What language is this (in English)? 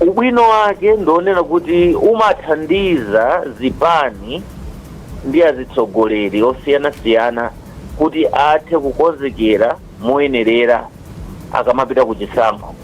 Nyanja